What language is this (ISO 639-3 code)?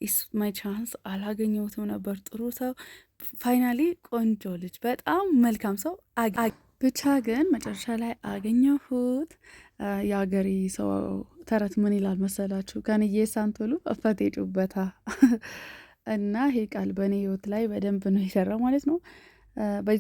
amh